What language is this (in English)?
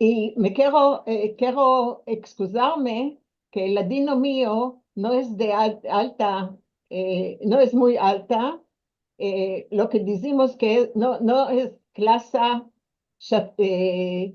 Ladino